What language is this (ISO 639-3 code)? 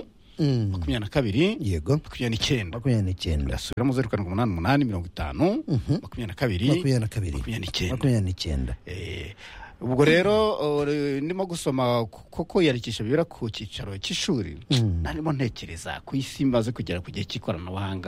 kin